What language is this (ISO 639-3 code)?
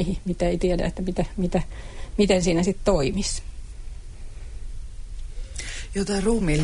fin